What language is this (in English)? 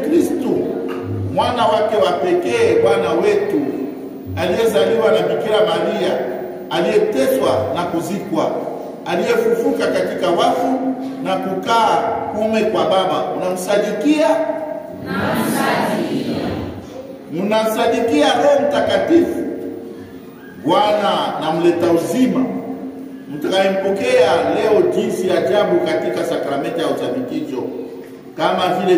Swahili